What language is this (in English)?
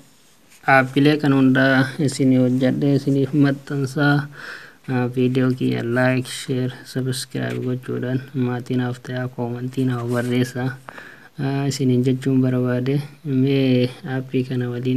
Oromo